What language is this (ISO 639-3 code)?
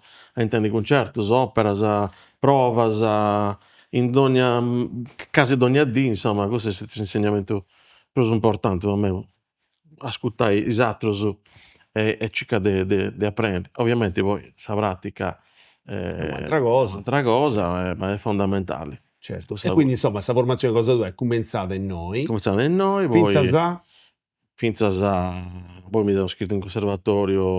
srd